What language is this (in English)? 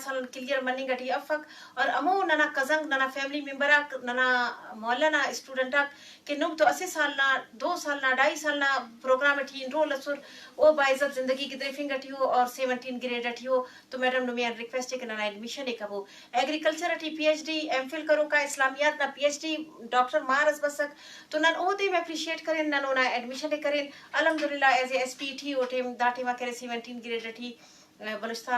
Eastern Balochi